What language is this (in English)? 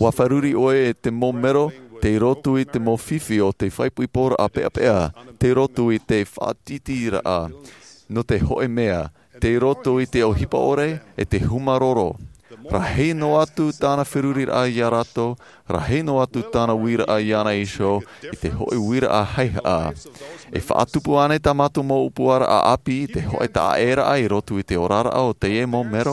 Tahitian